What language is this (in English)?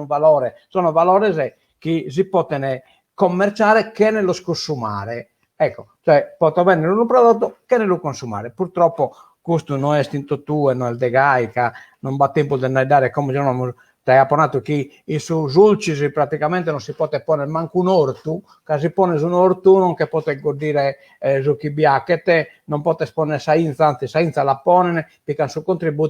Sardinian